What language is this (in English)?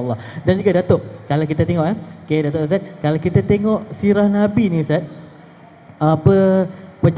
Malay